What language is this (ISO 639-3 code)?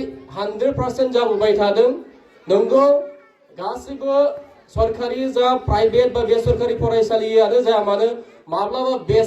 brx